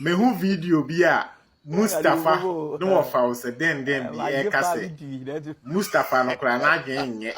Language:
Akan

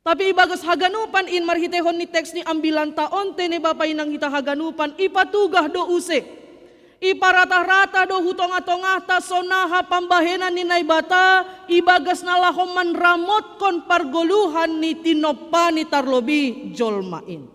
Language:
Batak Simalungun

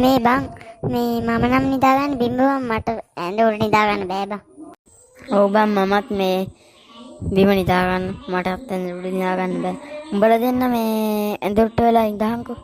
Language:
Sinhala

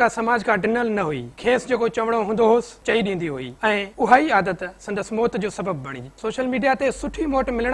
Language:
Sindhi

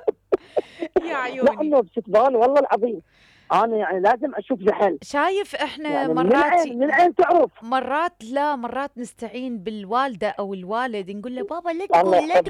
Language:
Mesopotamian Arabic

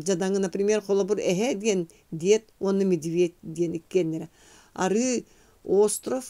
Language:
Yakut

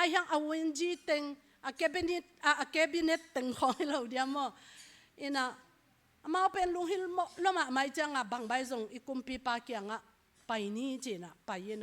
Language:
Tedim Chin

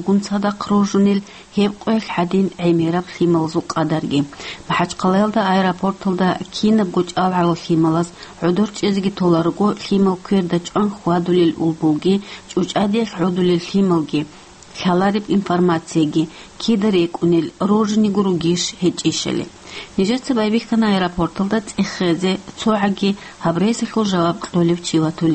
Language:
Avaric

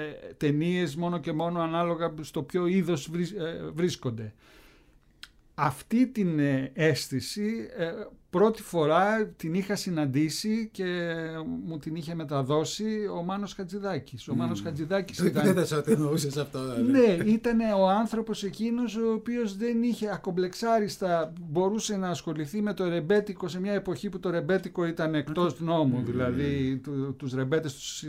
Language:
Greek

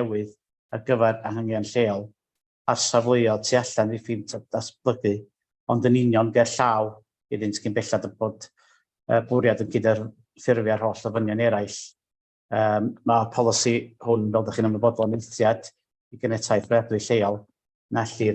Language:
Welsh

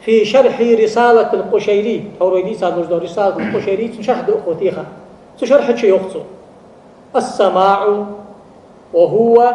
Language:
Ingush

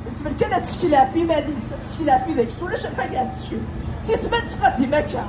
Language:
Kabyle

